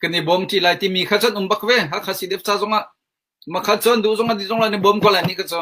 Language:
Hakha Chin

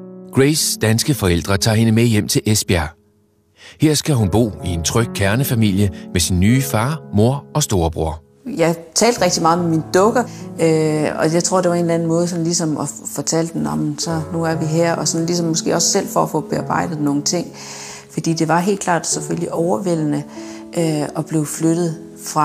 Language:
Danish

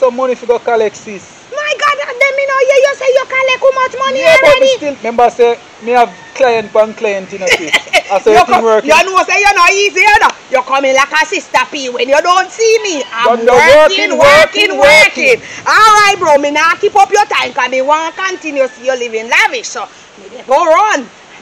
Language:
Jamaican Creole English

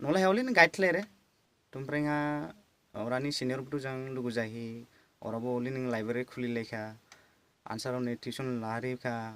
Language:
Dimasa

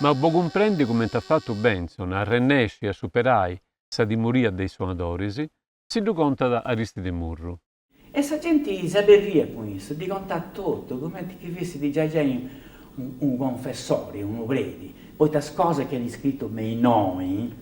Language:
Sardinian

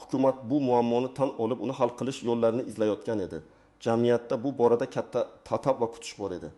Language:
Uzbek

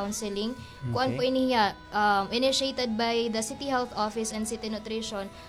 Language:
Waray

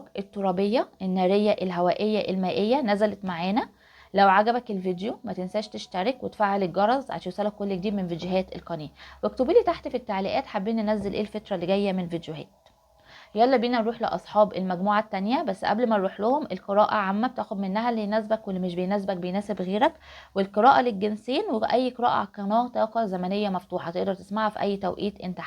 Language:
Egyptian Arabic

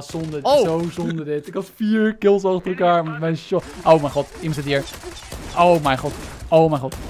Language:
Dutch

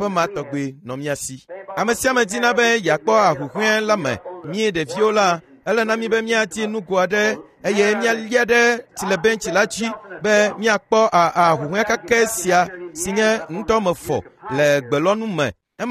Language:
Ewe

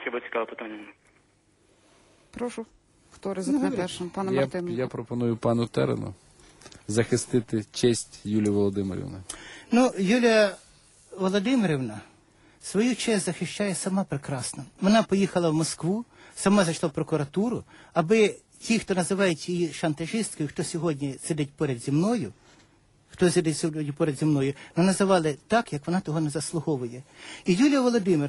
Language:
Ukrainian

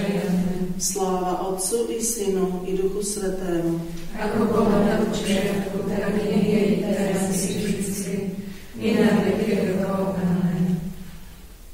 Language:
Slovak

